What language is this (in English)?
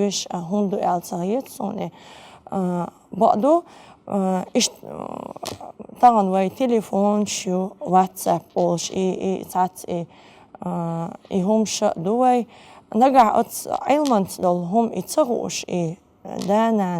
Chechen